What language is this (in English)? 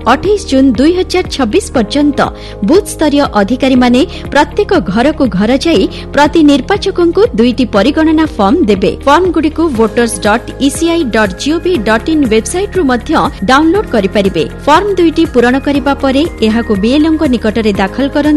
Odia